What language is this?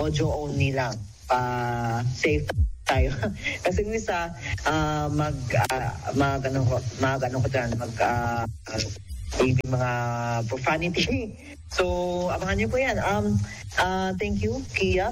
Filipino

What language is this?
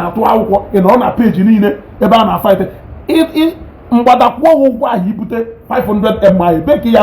Igbo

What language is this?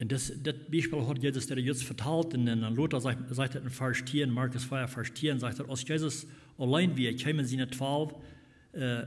Plautdietsch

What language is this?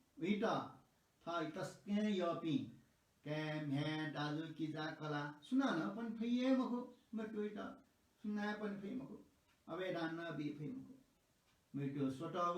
Newari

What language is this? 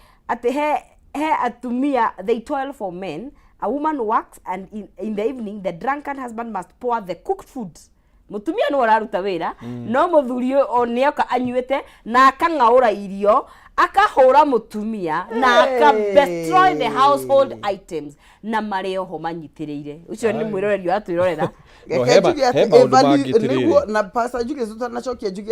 Kikuyu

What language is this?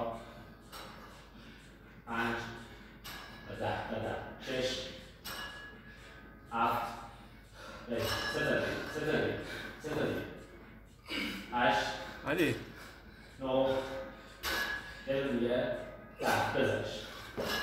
Persian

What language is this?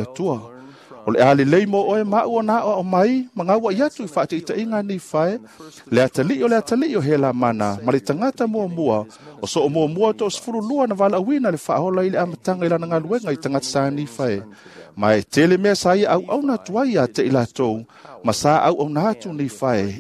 Samoan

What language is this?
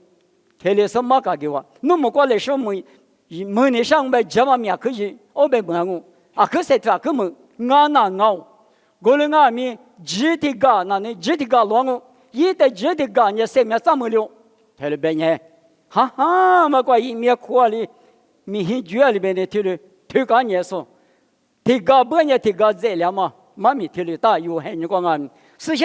Lisu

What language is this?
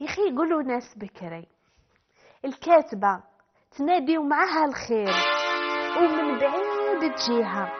Algerian Arabic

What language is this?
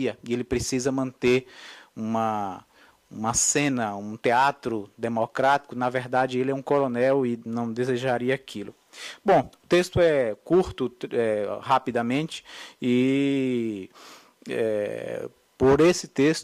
Portuguese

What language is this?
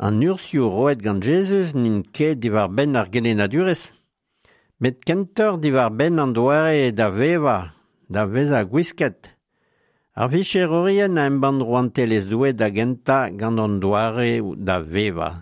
Breton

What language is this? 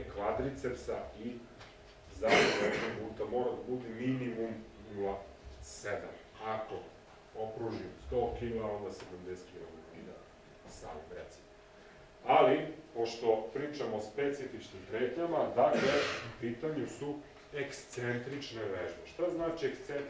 Serbian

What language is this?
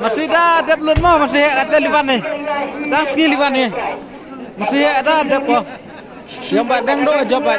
Khasi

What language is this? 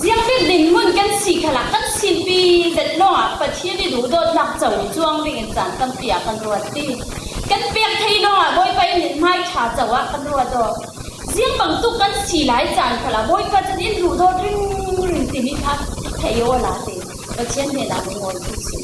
Falam Chin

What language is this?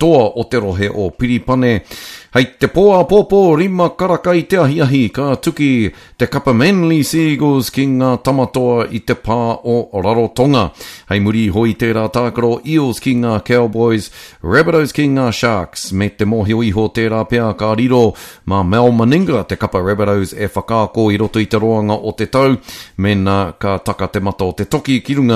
Māori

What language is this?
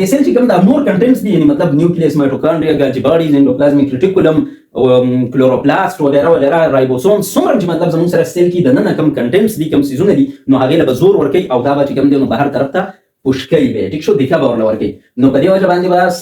Pashto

